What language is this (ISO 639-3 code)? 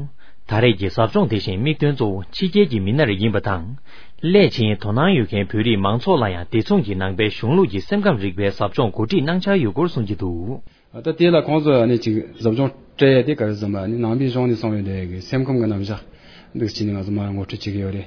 bod